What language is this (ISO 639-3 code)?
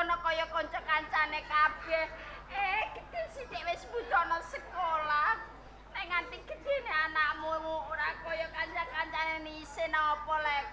jav